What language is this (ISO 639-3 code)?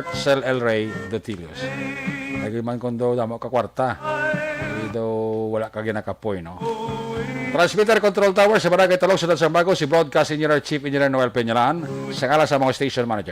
hil